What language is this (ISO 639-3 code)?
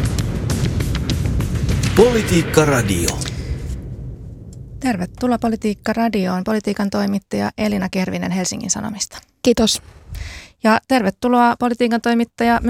fin